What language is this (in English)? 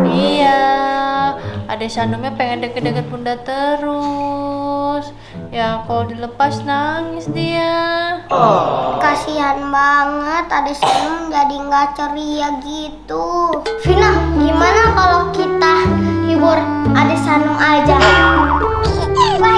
Indonesian